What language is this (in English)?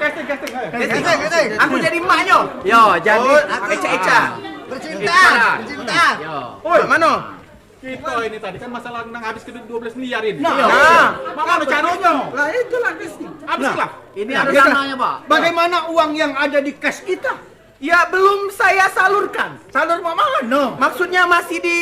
Musi